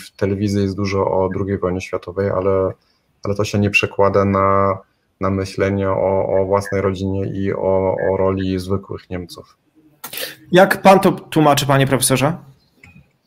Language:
Polish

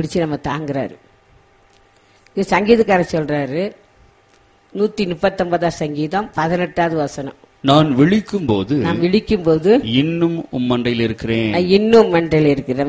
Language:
Tamil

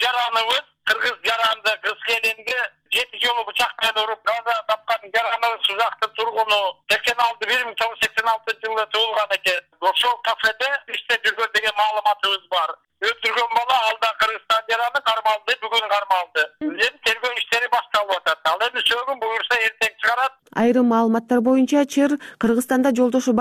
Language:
Kyrgyz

